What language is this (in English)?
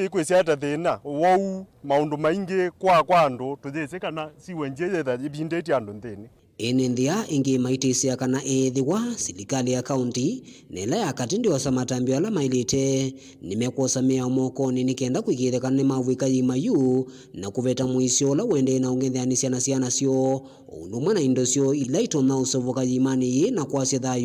Kamba